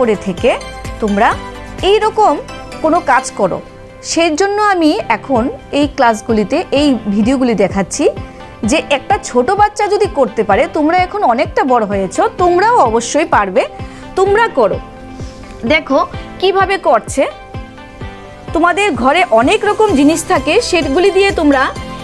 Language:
Bangla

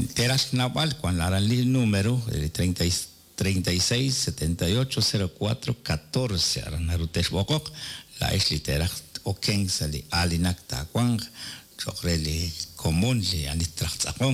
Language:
Kekchí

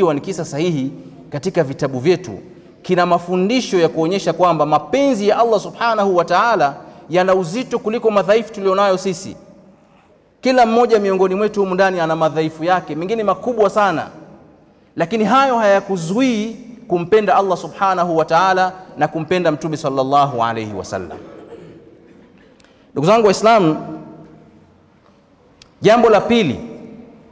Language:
Swahili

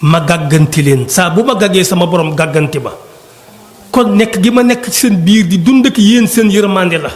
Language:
Wolof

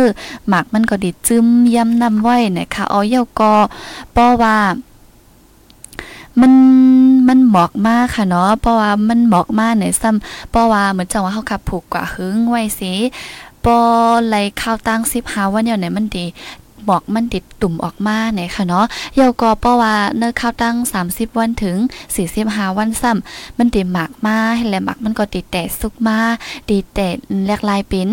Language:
Thai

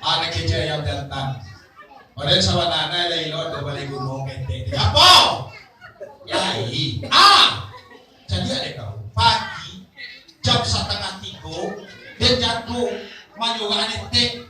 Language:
Minangkabau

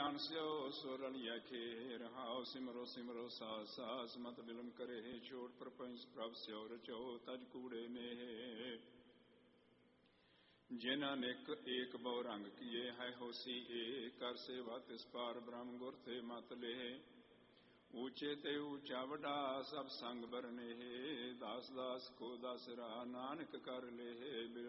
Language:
Punjabi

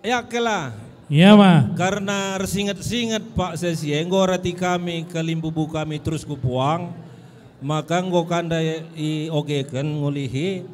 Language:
Batak Karo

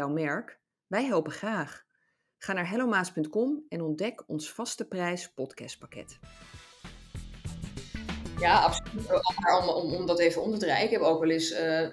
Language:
Dutch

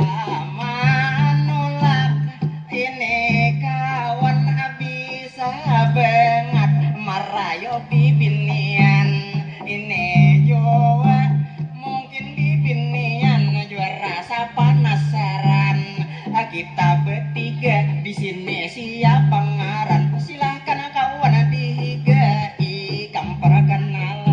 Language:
Banjar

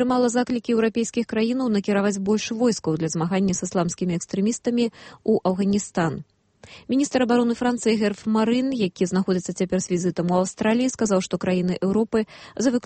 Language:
Belarusian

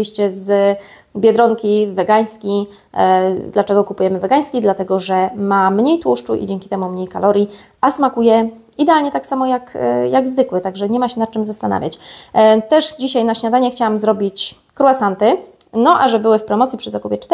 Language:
Polish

